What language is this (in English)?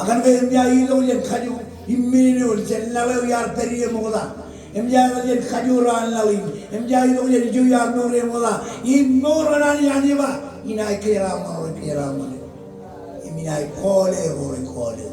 Marshallese